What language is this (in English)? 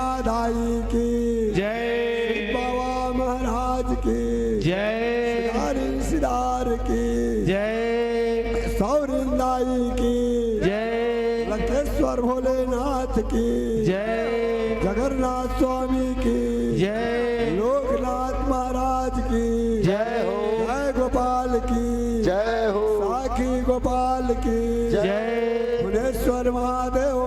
Chhattisgarhi